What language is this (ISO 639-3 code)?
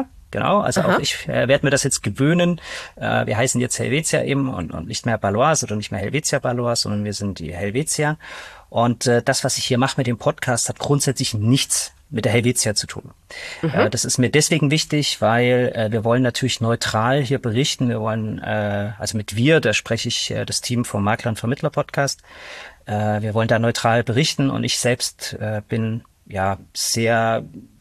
deu